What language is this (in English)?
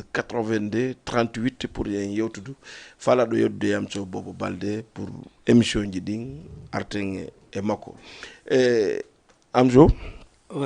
Fula